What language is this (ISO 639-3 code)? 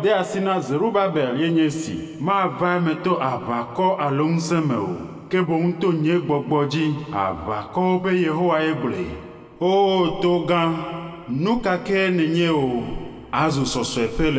ewe